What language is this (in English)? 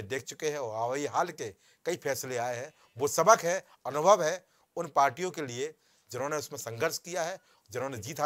Hindi